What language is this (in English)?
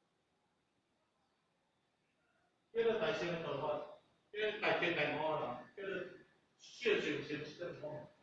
Min Nan Chinese